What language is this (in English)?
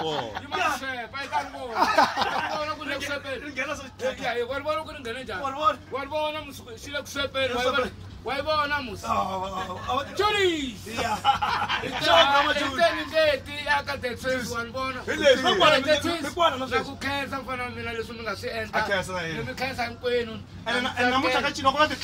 Tsonga